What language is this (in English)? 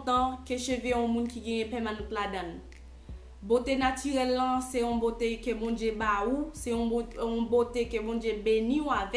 Haitian Creole